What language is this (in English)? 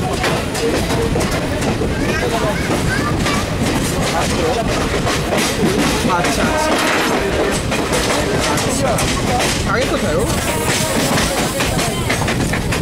Bangla